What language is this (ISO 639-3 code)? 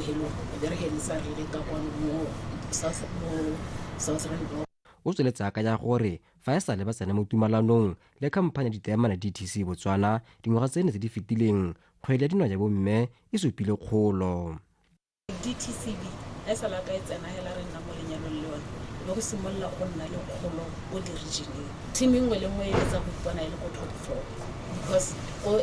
tsn